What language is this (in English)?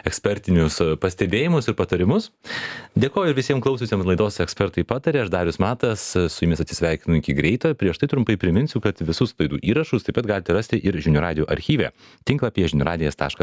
Lithuanian